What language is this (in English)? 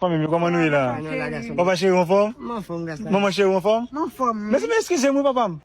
Haitian Creole